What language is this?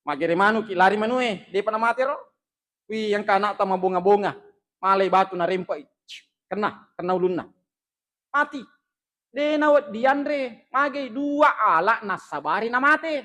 Buginese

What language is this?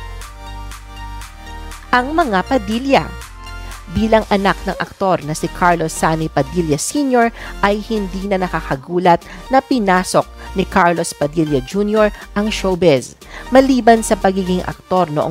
Filipino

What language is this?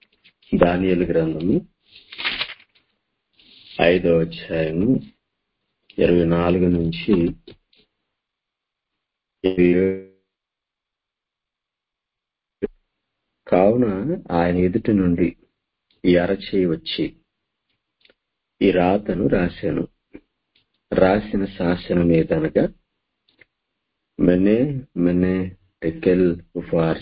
Telugu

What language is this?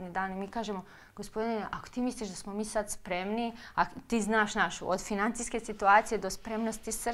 Croatian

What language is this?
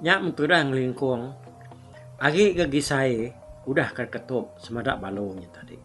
Iban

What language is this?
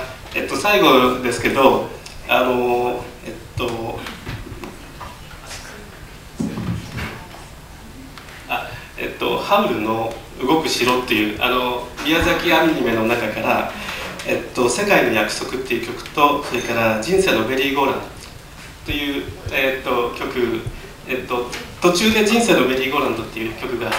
Japanese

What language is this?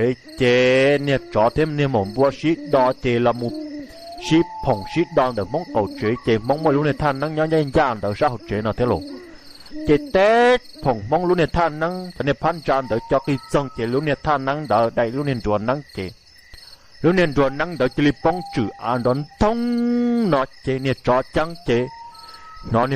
Hmong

